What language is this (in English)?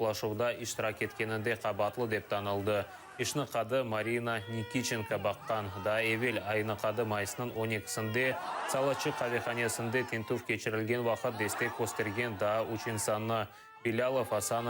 Crimean Tatar